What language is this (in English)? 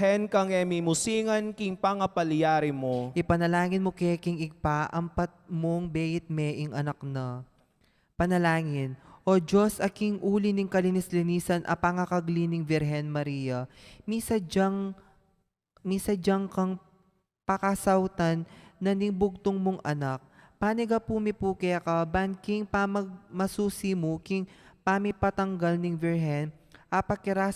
Pampanga